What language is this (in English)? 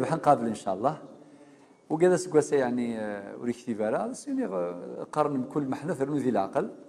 Kabyle